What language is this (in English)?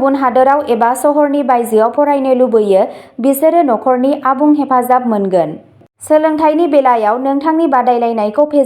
Bodo